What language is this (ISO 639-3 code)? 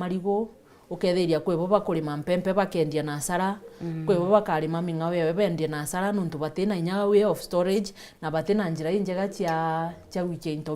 mer